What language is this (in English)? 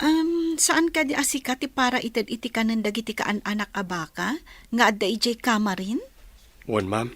Iloko